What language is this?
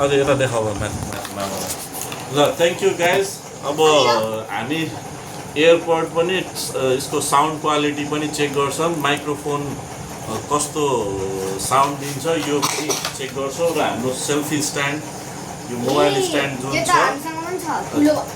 Nepali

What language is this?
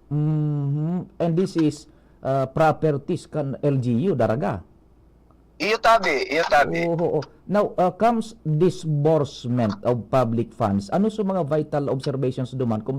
Bikol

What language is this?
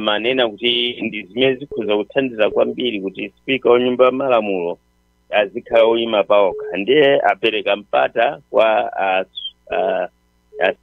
Nyanja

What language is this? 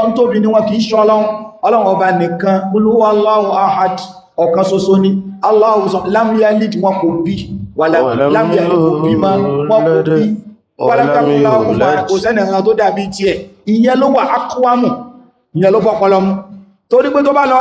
Yoruba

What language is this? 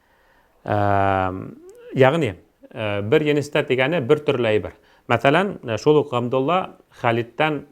Bashkir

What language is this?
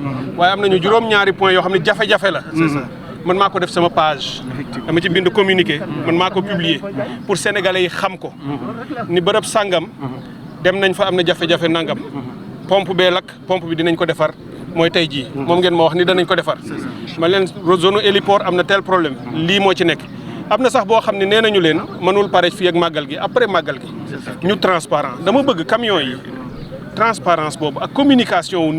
Wolof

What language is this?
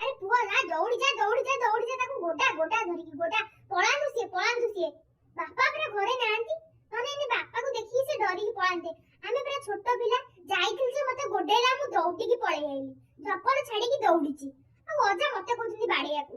Odia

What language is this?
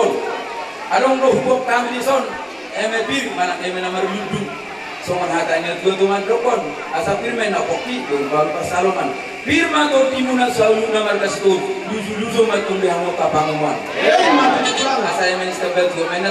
Batak Toba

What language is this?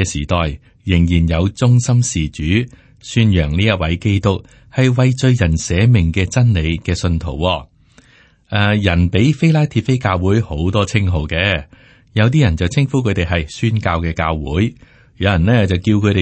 Cantonese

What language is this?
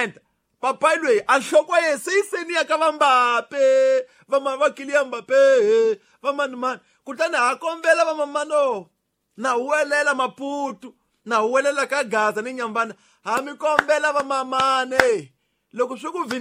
Tsonga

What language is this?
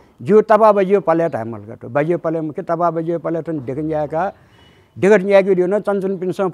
Nepali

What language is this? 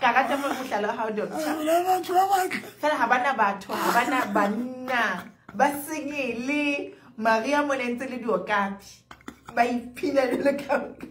Southern Sotho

